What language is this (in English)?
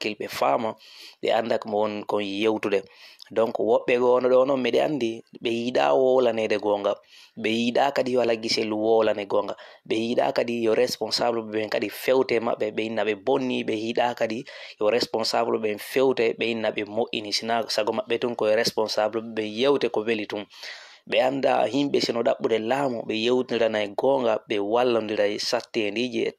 Fula